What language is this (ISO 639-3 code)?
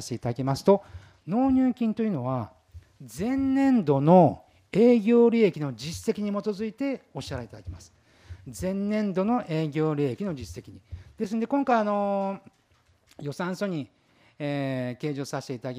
jpn